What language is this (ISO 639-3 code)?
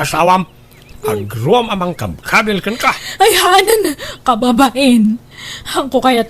ilo